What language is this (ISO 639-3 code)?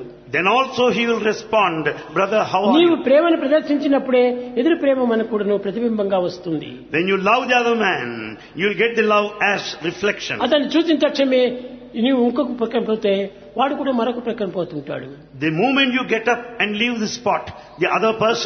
tel